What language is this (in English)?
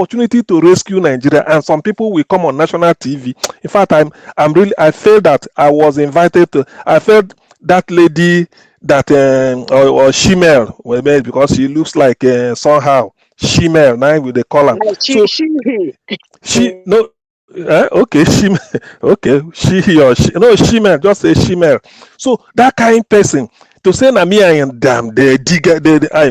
Nigerian Pidgin